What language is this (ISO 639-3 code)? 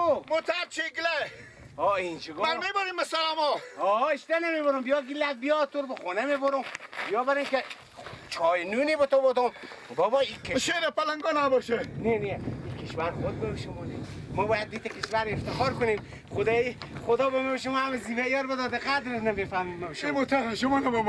fas